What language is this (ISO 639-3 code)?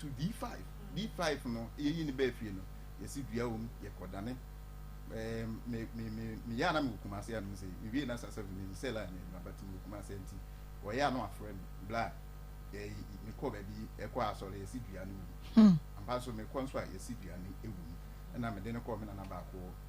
aka